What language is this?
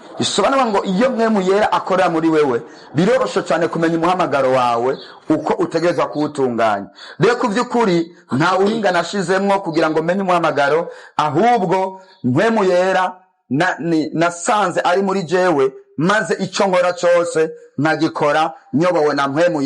Rundi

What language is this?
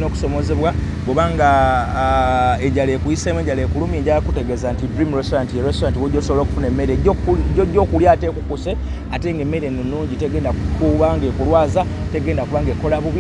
Ganda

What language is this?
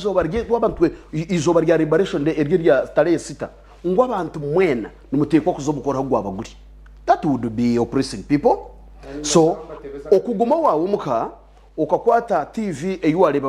Nyankole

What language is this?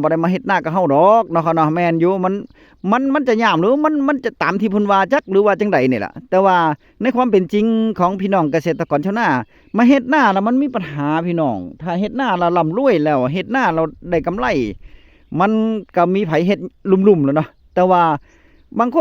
Northeastern Thai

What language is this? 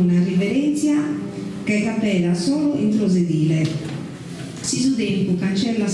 Sardinian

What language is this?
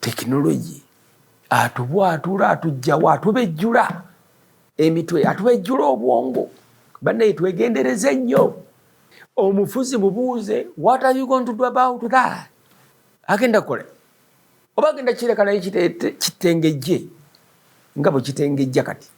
Ganda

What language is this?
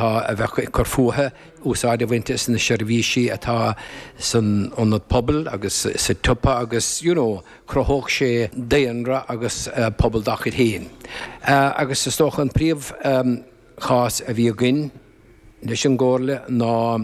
Irish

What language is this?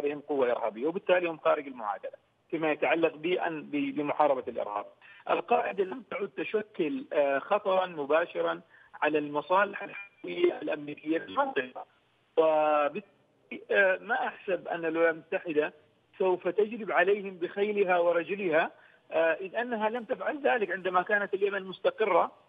Arabic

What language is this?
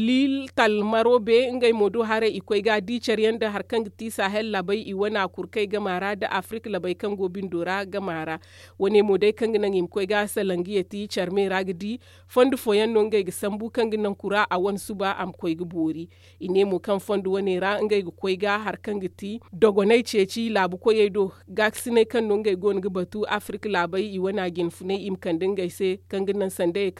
Zarma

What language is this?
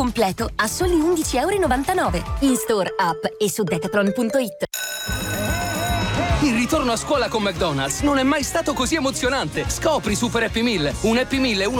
Italian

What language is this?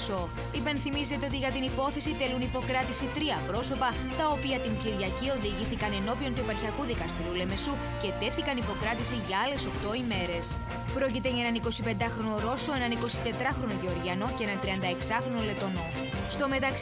Greek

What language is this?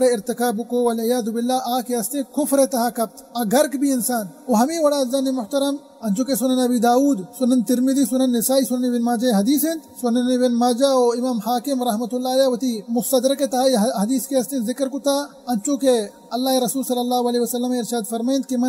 Baluchi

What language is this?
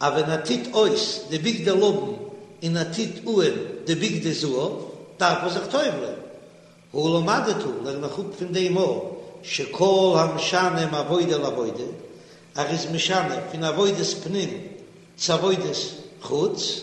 Yiddish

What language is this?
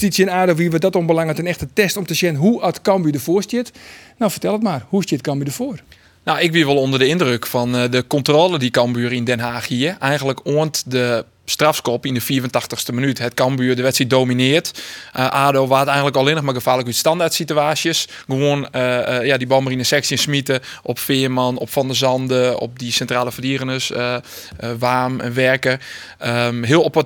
Western Frisian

